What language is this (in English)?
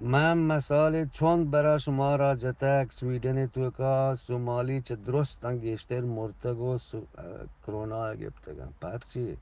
Eastern Balochi